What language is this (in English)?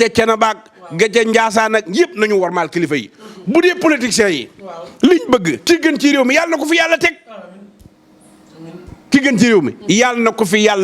Wolof